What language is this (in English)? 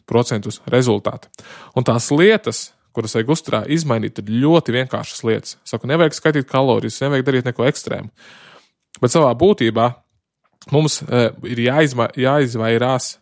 Latvian